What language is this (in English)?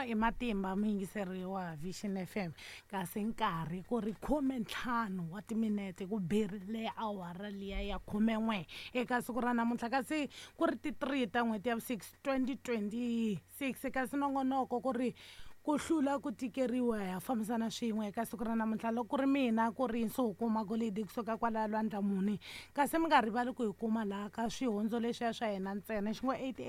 Tsonga